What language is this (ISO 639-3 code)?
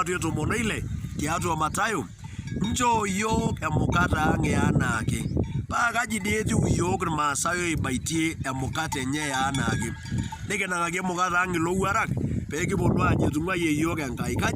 mas